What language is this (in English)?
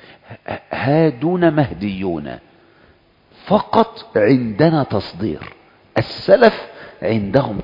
Arabic